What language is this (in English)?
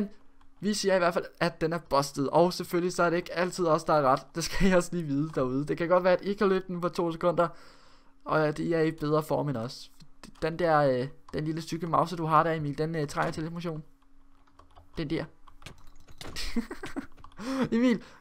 Danish